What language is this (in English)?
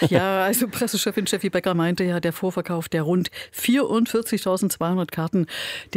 German